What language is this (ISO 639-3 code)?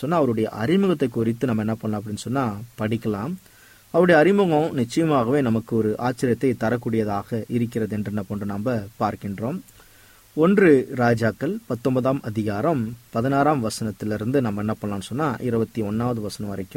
tam